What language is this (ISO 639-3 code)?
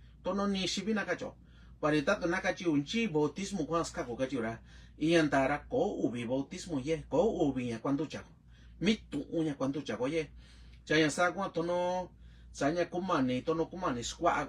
mix